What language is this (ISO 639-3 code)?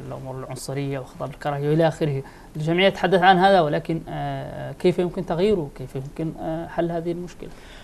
ara